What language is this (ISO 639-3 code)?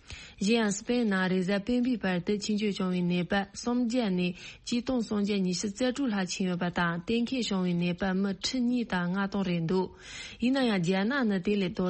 bod